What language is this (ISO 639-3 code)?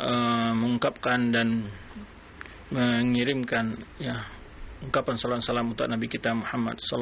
ind